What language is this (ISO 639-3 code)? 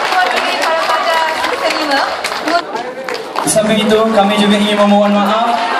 msa